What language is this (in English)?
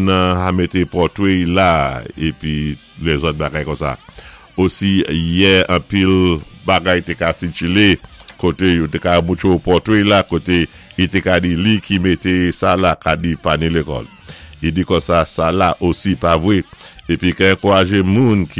Saint Lucian Creole French